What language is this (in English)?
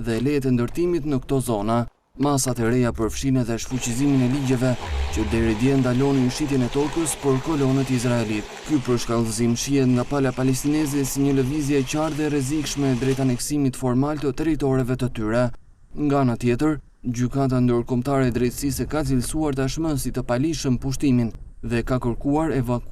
Albanian